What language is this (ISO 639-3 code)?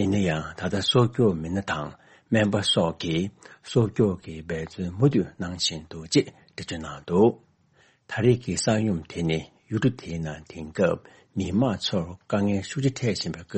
bod